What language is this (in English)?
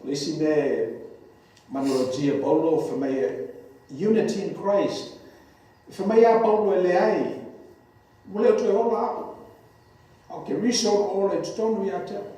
Samoan